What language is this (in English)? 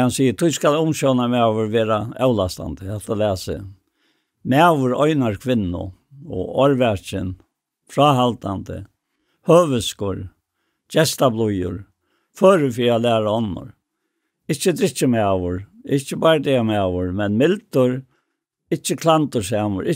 Faroese